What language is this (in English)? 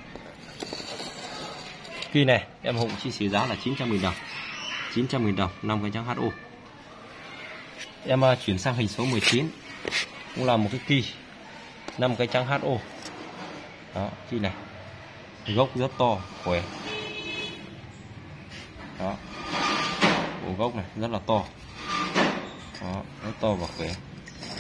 Vietnamese